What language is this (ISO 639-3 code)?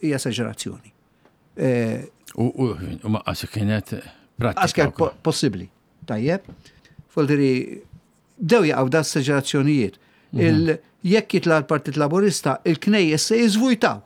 mlt